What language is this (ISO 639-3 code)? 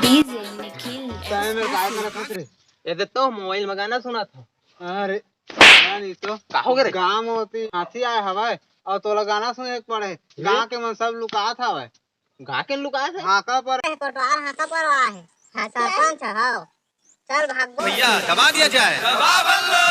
hne